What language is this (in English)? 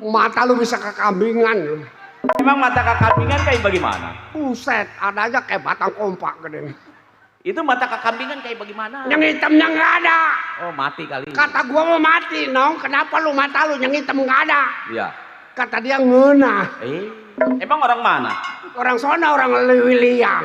Betawi